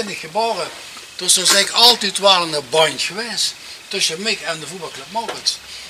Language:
Limburgish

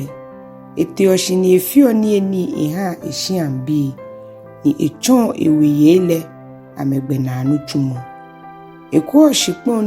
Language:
Ga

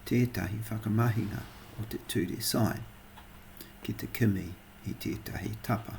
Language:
Māori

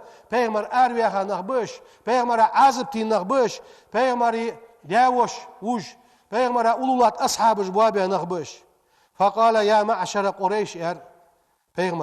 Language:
Ingush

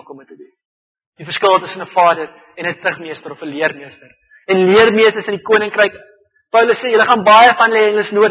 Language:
Afrikaans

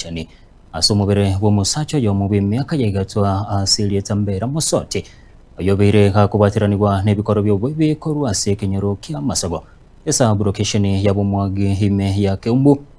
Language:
Gusii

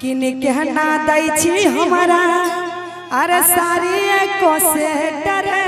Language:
Maithili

